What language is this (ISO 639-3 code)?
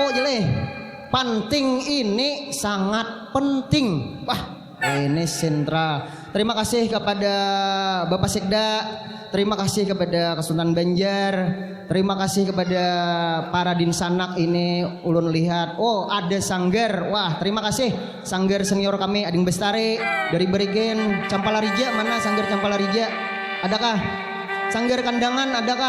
bjn